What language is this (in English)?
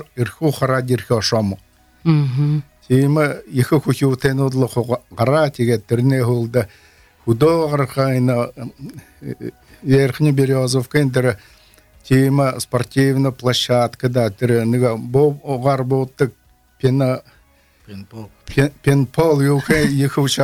Belarusian